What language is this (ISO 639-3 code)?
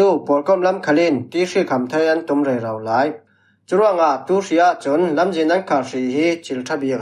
cfm